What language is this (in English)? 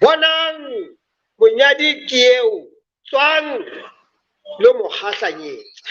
Southern Sotho